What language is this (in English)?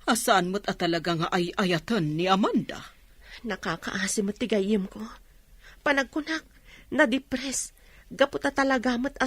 Iloko